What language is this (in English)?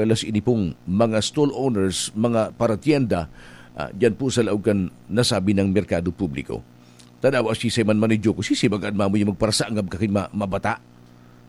Bikol